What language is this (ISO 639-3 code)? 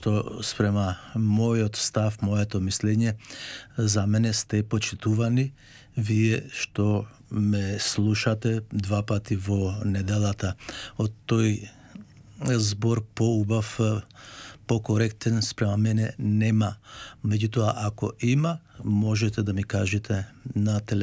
mkd